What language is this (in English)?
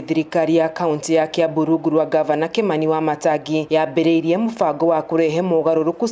Kikuyu